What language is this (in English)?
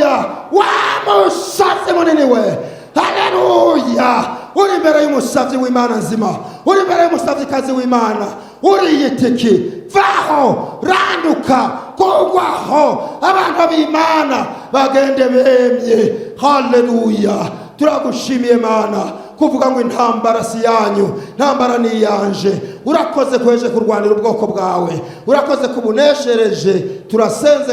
Rundi